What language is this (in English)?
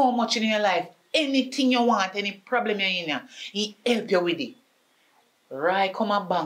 Jamaican Creole English